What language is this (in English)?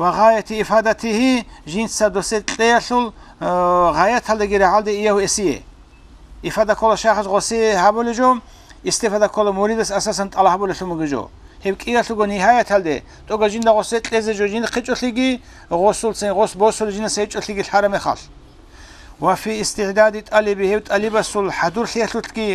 Avaric